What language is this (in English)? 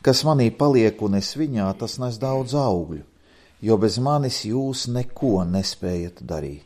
Latvian